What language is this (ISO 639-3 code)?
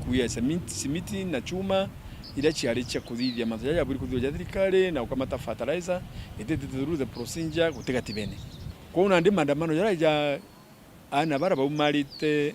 mer